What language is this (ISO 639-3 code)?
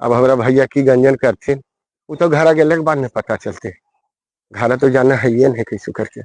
mag